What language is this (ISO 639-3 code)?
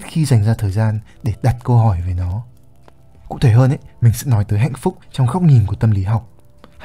vie